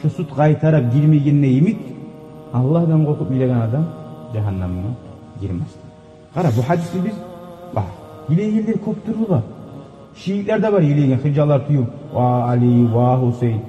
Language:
Kumyk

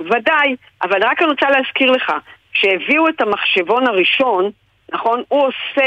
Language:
Hebrew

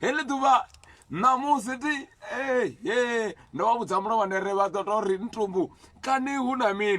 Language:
Venda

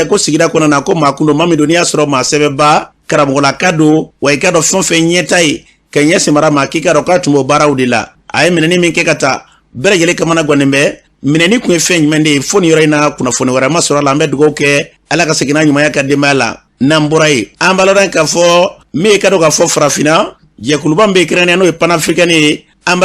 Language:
Bambara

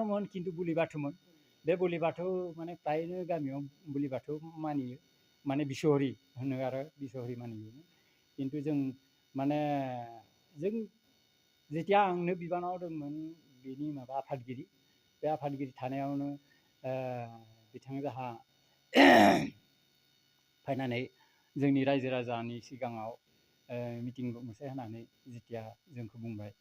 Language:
Bodo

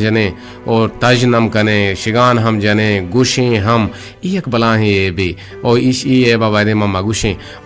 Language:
Eastern Balochi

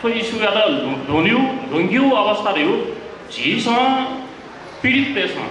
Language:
Newari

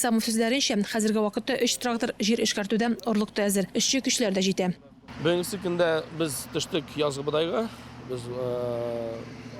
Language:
Tatar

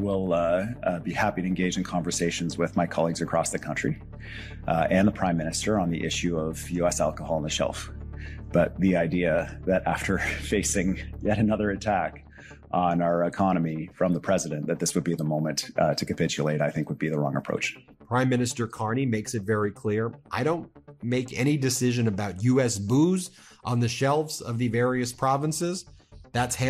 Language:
English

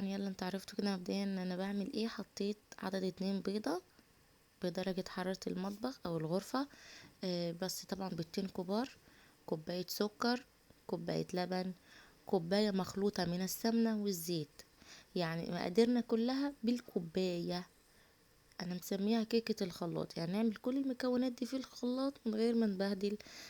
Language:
Egyptian Arabic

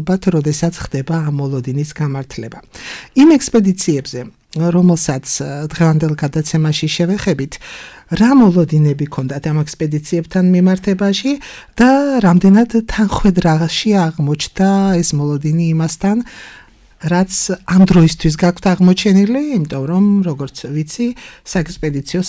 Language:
Georgian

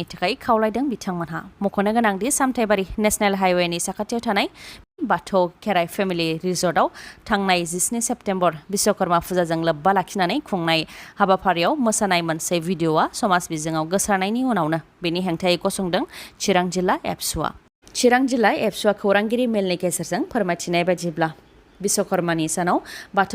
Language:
Bodo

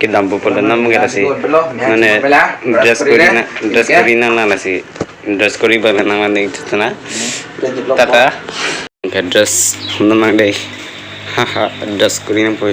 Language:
Karbi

